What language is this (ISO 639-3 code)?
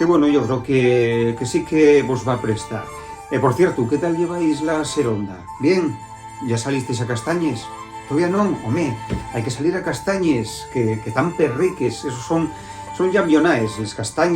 ast